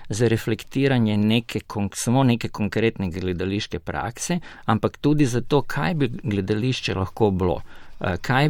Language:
Slovenian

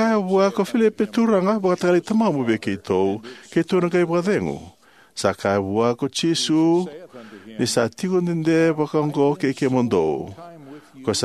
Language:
Fijian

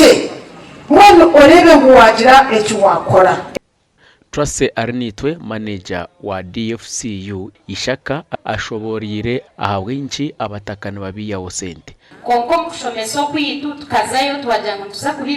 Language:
Nyankole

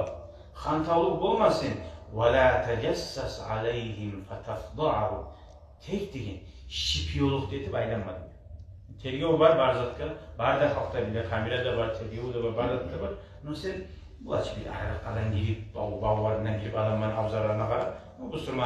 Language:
Kumyk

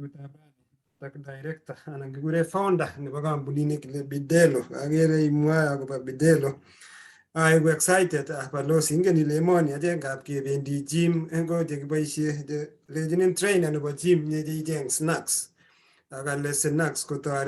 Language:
Kalenjin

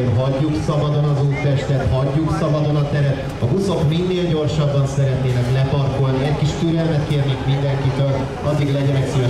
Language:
Hungarian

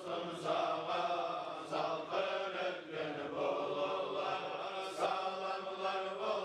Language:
Kumyk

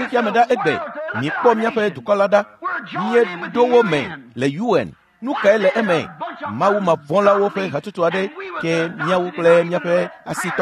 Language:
Ewe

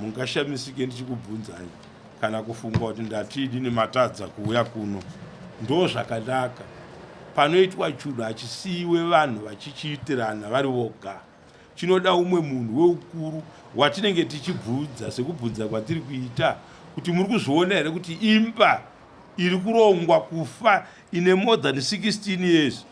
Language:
Shona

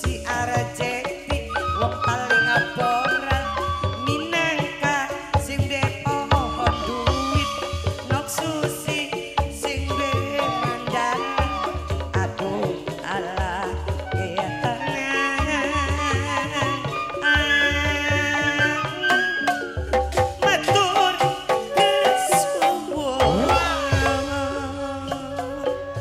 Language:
Javanese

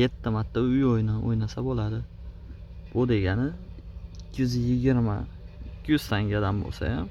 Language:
Uzbek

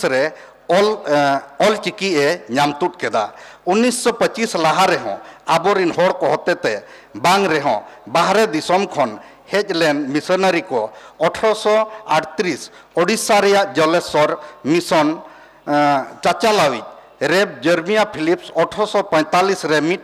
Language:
Santali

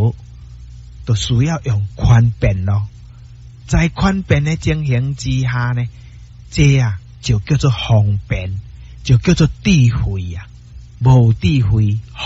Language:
Min Nan Chinese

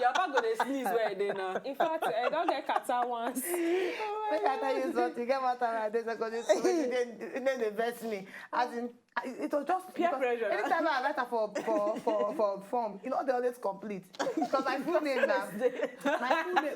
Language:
Nigerian Pidgin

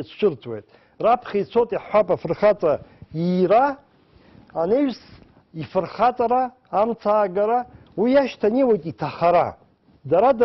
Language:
Abkhazian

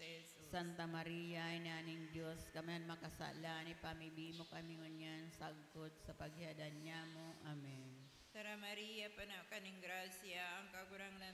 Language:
Bikol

